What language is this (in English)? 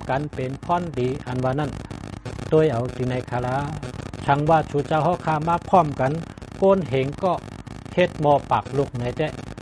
Shan